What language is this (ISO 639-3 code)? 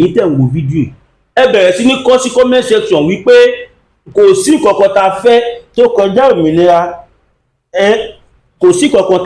yor